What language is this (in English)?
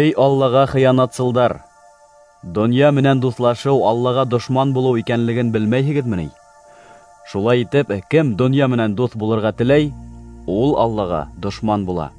Bashkir